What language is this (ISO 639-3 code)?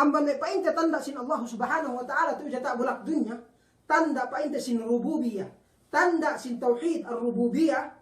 yka